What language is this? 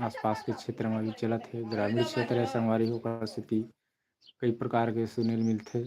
Chhattisgarhi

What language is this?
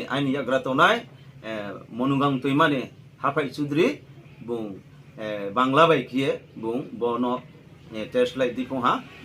Riang (India)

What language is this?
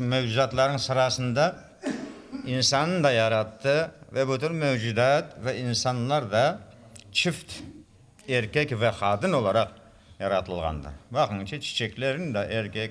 Crimean Tatar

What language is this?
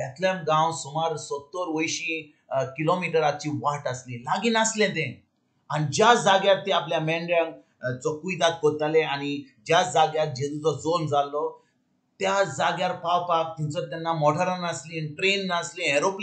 Konkani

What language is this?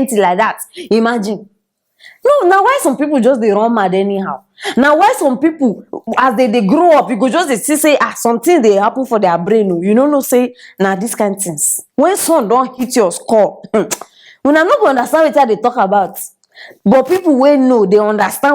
Nigerian Pidgin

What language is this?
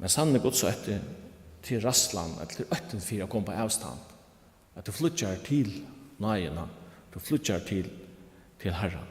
Faroese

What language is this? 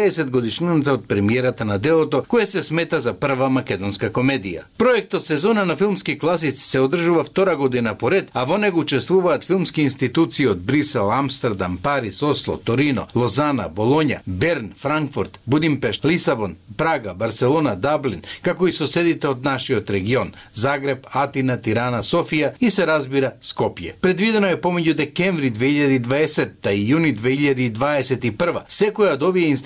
Macedonian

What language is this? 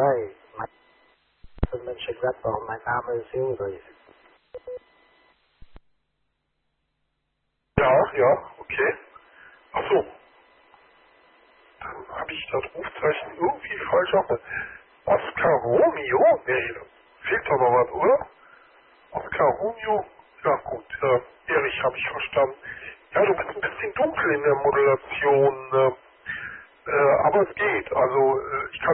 German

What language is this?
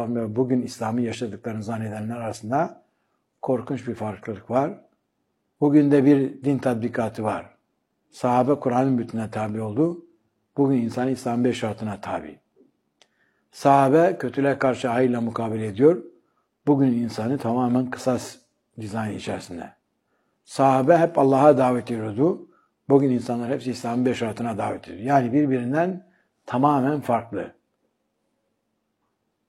Turkish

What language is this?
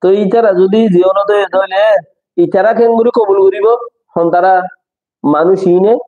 Rohingya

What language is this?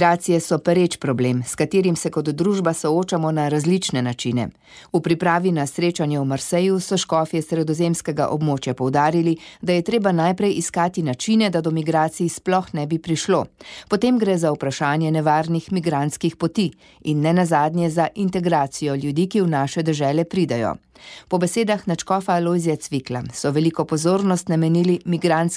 Slovenian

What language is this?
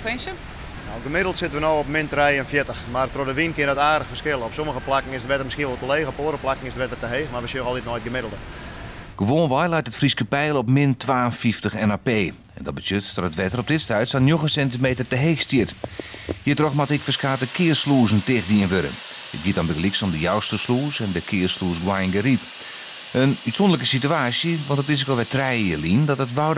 Western Frisian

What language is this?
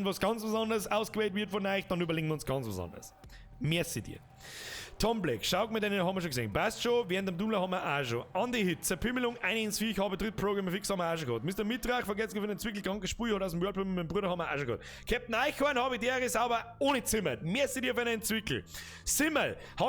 Bavarian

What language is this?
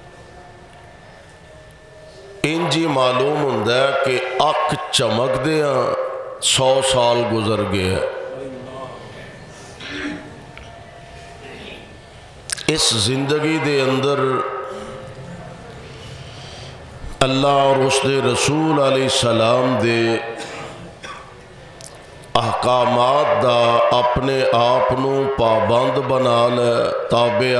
Western Panjabi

